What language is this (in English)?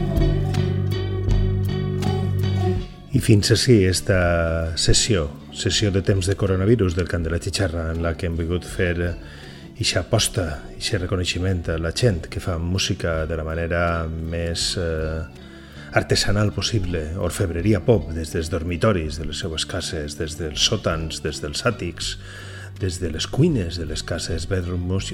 Catalan